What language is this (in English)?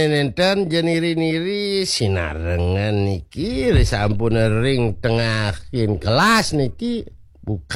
Balinese